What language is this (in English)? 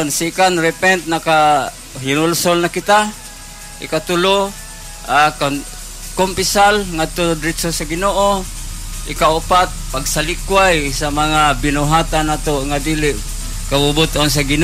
Cebuano